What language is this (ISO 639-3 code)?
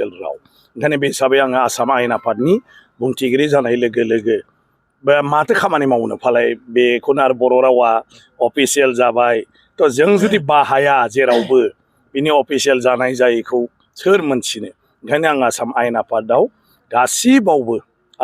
brx